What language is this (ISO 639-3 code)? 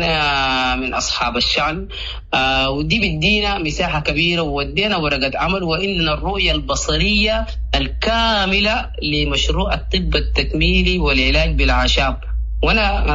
apd